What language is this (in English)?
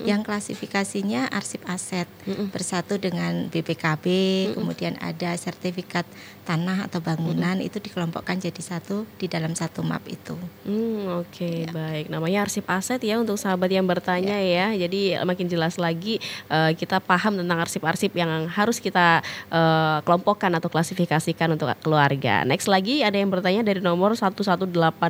Indonesian